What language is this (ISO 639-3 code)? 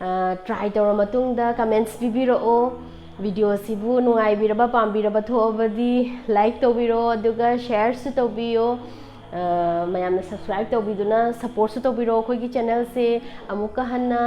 mni